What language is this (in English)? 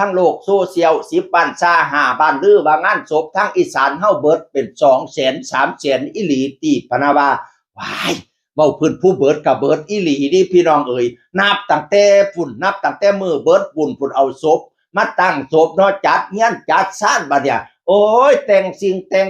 Northeastern Thai